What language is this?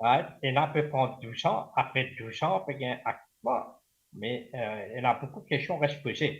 Morisyen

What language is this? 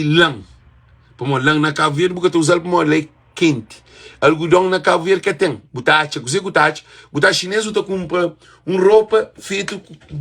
Kabuverdianu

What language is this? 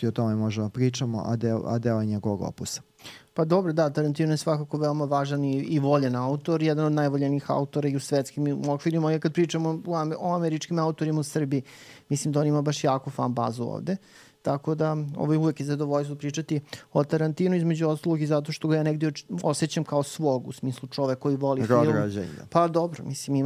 Serbian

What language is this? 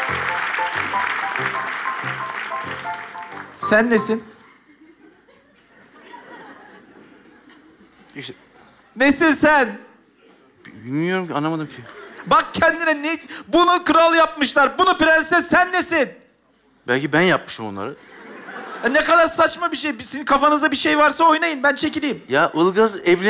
Turkish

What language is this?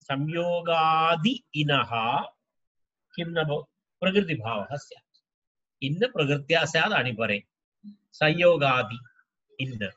Sanskrit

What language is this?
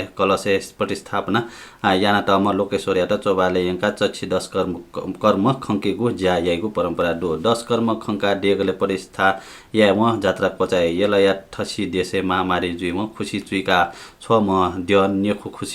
Newari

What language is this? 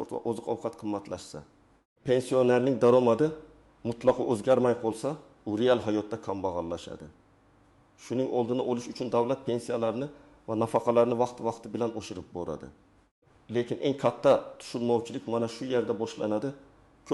Uzbek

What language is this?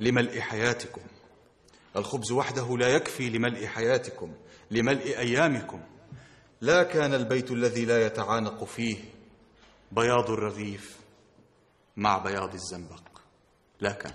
North Levantine Arabic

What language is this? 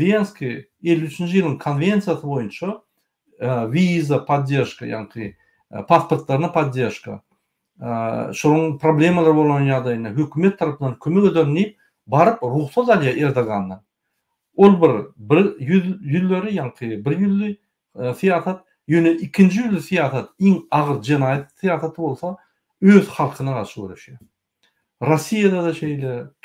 Turkmen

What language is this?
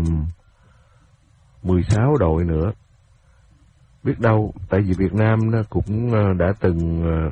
Vietnamese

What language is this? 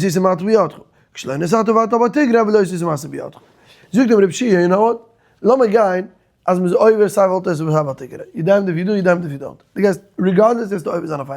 Yiddish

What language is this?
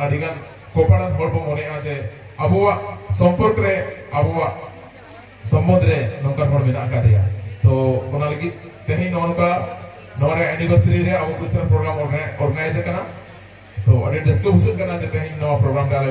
Santali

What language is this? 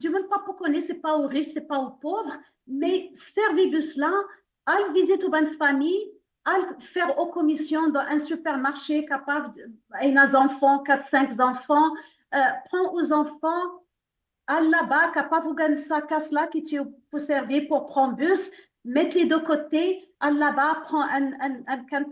Morisyen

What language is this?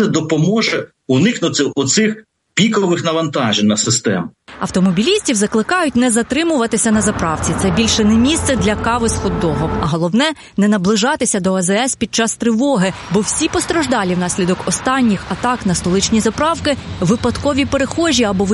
Ukrainian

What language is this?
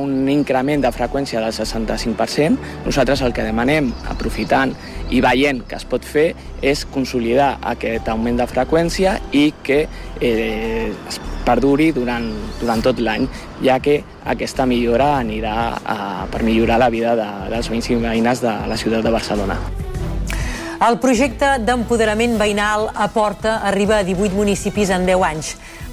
Catalan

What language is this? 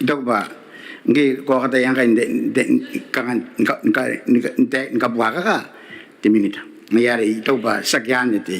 Gilbertese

